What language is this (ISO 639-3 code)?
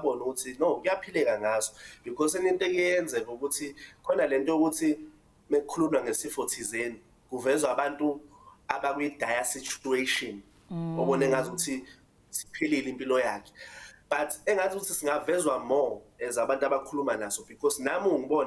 zul